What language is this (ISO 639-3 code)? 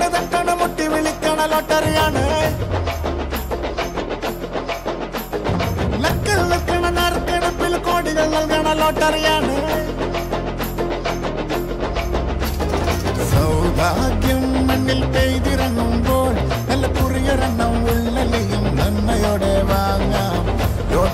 mal